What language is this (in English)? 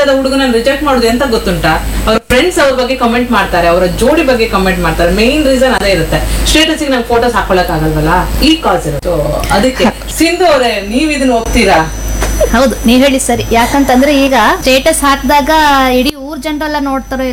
Kannada